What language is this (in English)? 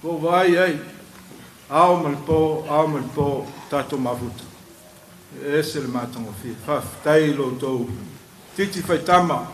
Samoan